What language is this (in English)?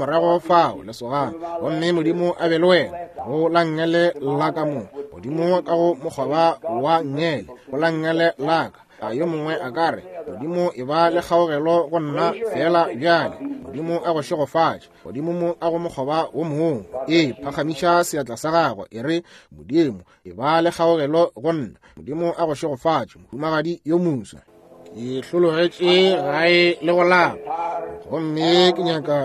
Northern Sotho